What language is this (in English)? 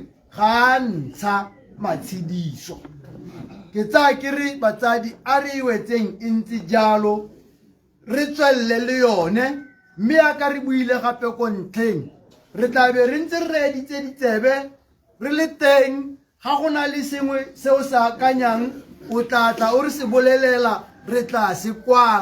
Tswana